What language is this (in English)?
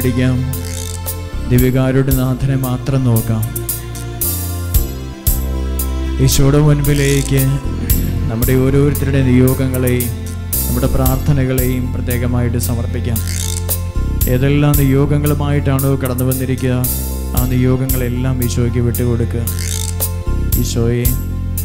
Malayalam